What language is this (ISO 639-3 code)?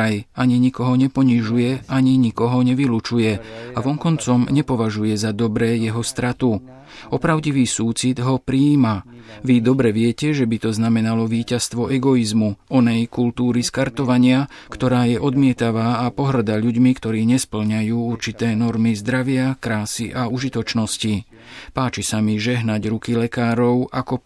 slk